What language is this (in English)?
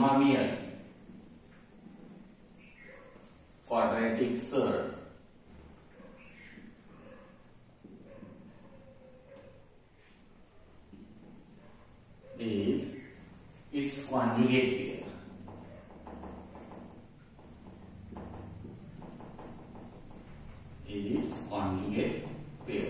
Marathi